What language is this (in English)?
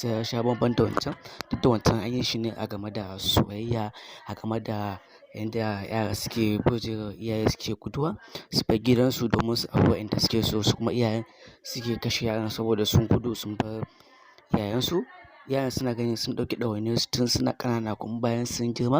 Hausa